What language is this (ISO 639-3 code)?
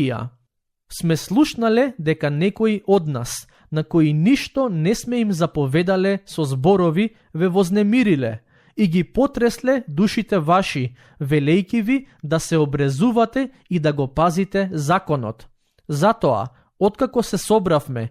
mkd